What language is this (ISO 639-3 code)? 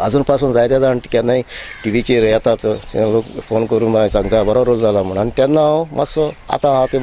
kok